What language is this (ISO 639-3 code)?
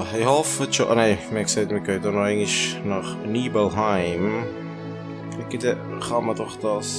gsw